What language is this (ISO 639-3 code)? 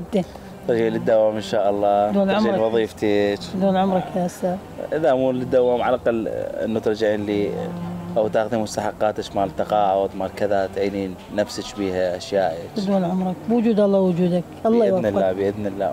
acm